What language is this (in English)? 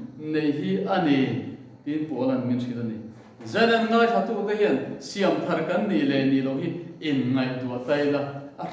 Mizo